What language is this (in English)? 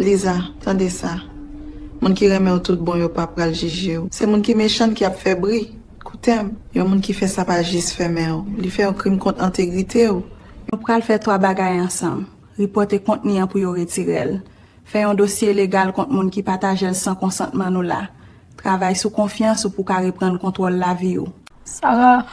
Haitian Creole